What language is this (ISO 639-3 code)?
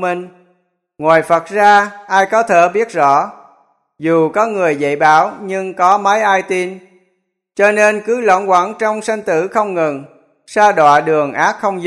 vie